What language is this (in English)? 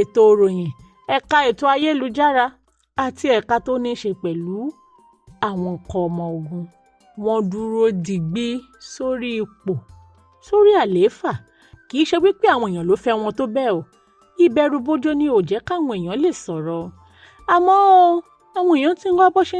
Yoruba